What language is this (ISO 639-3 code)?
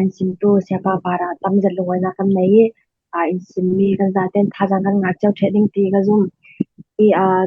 cfm